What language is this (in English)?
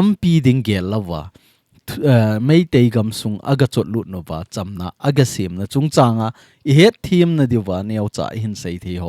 Thado Chin